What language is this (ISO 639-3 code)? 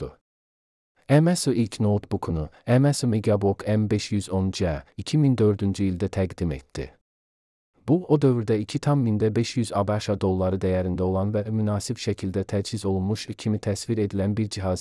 aze